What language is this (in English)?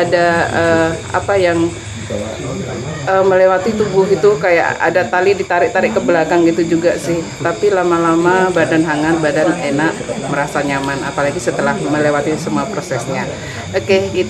Indonesian